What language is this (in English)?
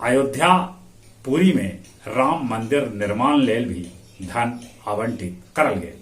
Magahi